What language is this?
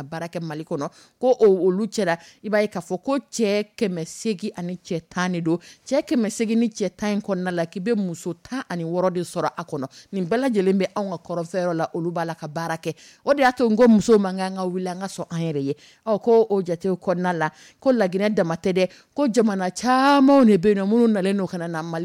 Dyula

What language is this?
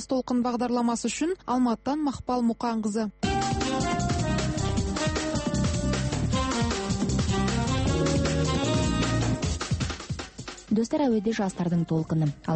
Kazakh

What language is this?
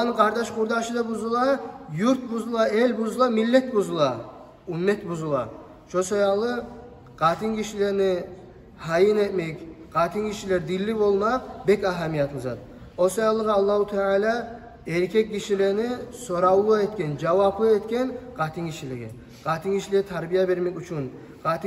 Kumyk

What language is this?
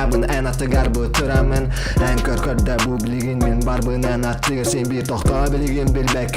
Yakut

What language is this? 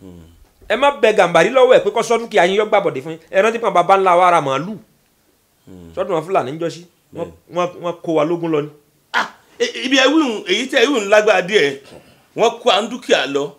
Yoruba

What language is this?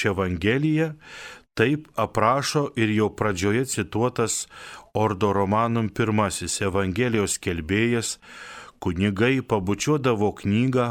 Lithuanian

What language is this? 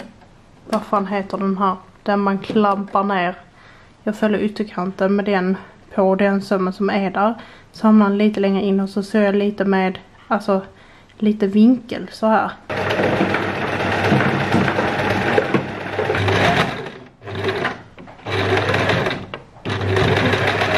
Swedish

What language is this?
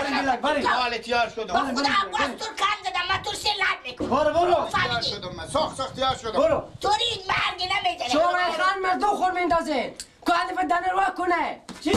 Persian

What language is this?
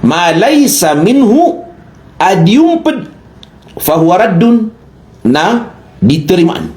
Maranao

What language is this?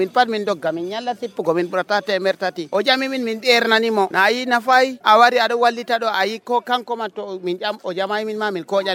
Nigerian Fulfulde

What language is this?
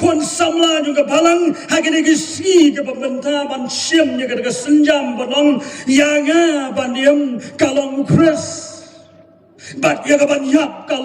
Khasi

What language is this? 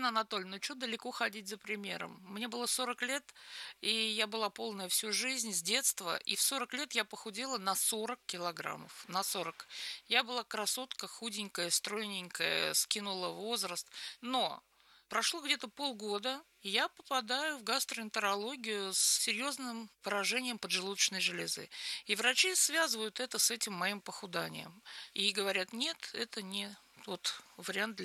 Russian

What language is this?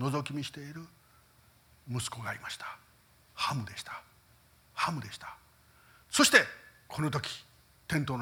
Japanese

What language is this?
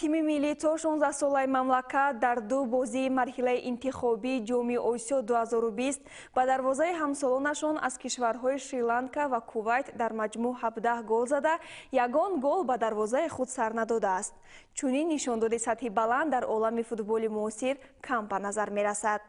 Tajik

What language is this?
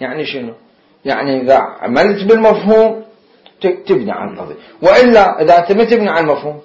Mesopotamian Arabic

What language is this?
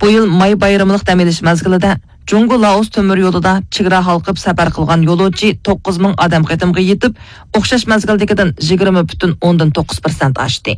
Uyghur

